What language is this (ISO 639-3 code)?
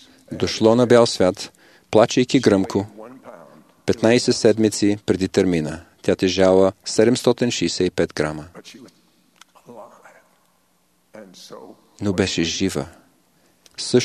bul